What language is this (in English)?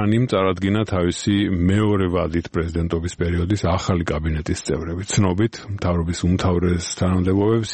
Georgian